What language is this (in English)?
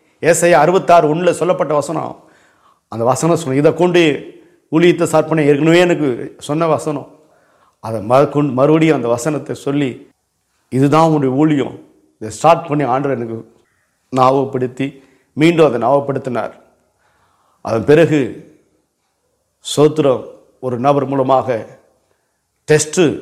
Tamil